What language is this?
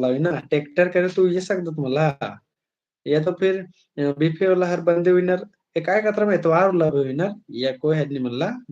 Kurukh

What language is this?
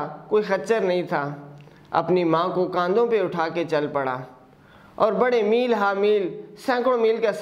Urdu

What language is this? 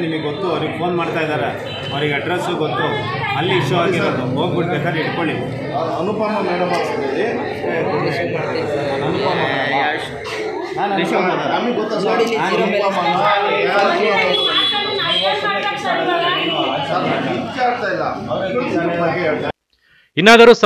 Kannada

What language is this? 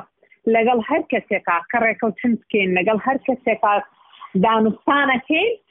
Central Kurdish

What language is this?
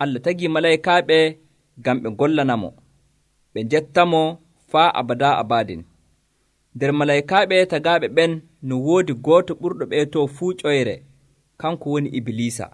Nigerian Fulfulde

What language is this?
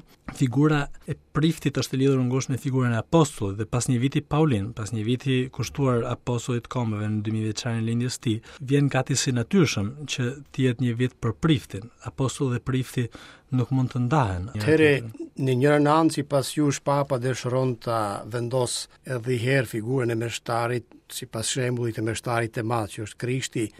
Albanian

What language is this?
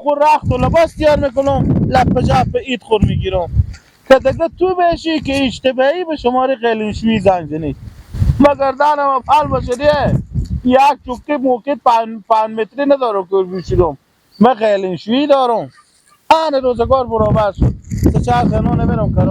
Persian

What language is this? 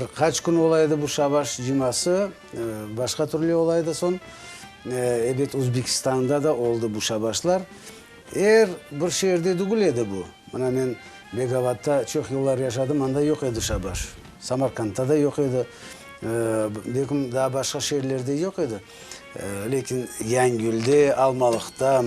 Crimean Tatar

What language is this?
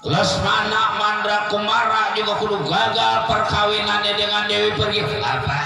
Betawi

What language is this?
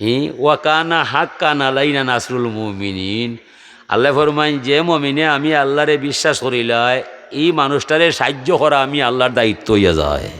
Sylheti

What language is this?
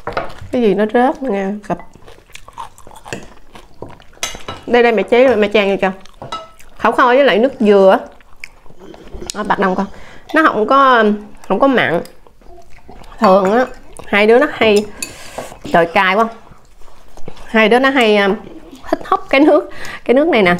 Vietnamese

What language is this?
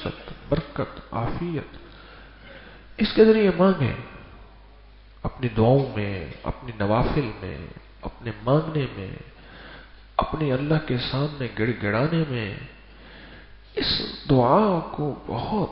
Urdu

